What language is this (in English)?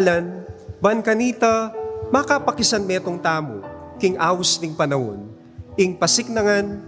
Pampanga